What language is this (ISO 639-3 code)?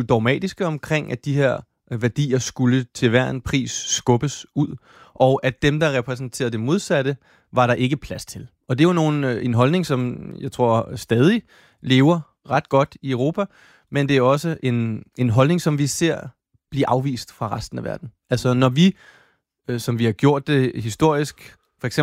dan